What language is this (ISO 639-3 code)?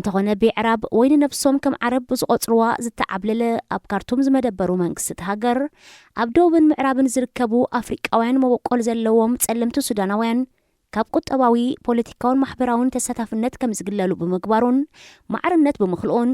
tir